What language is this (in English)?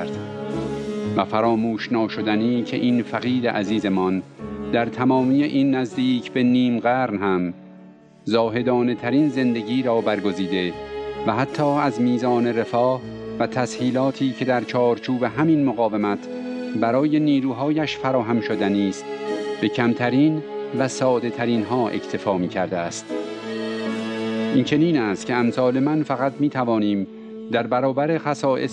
Persian